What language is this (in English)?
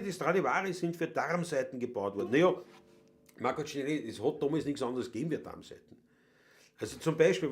Bavarian